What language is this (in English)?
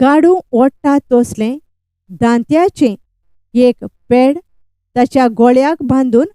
Konkani